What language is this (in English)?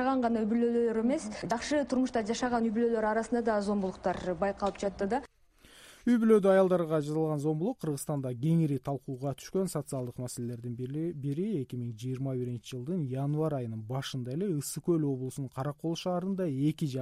Kyrgyz